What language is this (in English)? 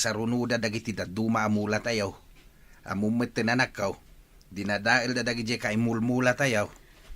Iloko